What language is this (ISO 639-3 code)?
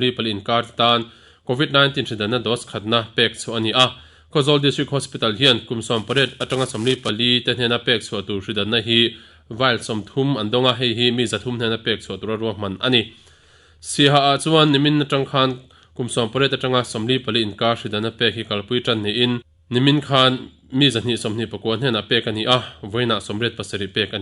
lus